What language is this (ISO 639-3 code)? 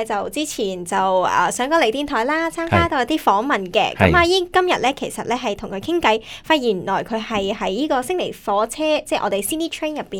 yue